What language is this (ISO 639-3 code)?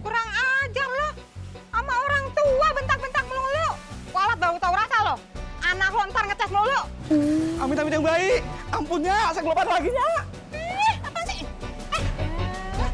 bew